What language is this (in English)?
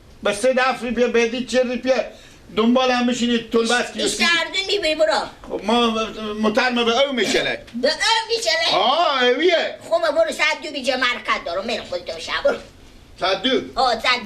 Persian